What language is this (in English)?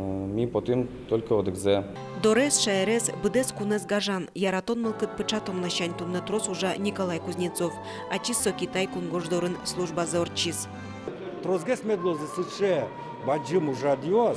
Udmurt